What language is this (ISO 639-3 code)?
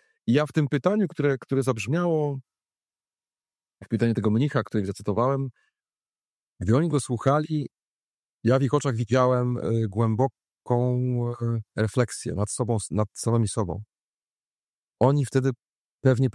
pol